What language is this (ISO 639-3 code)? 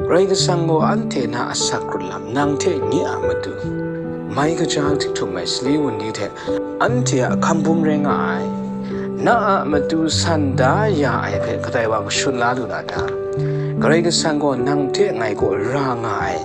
kac